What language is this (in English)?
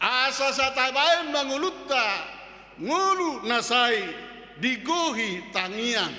Batak Toba